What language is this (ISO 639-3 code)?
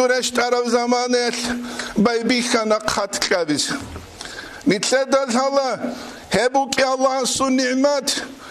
ava